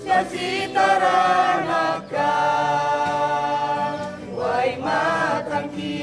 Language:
Toraja-Sa'dan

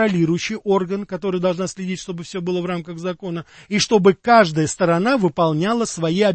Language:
Russian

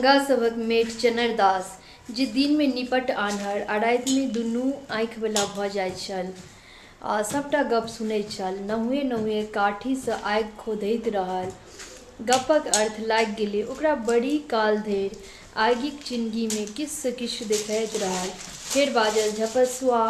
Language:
Maithili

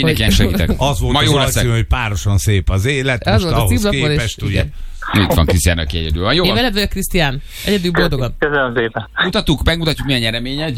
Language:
Hungarian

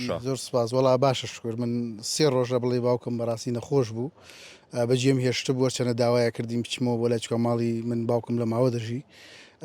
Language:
Central Kurdish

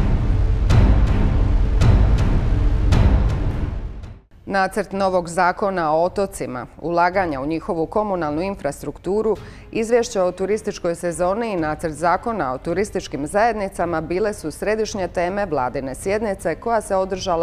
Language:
Croatian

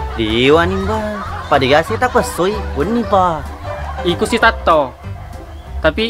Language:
Buginese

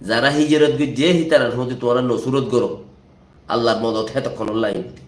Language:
Rohingya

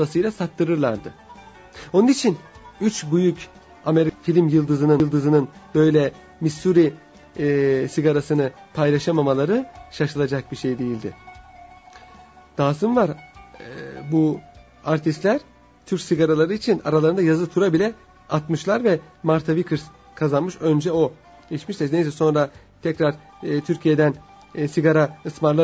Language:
Turkish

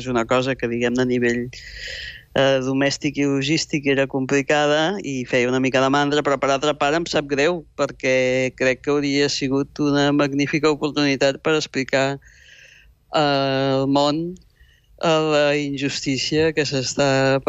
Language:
Catalan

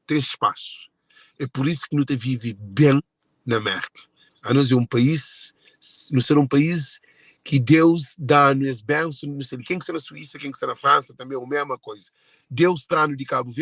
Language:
Kabuverdianu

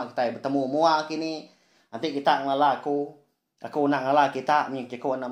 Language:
Iban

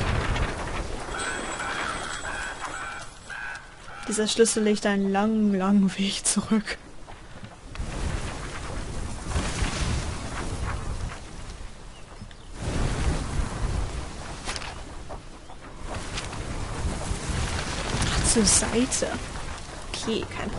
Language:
German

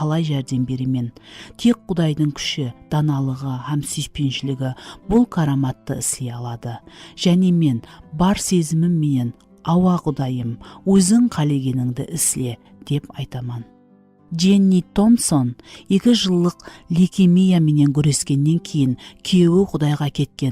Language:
Kara-Kalpak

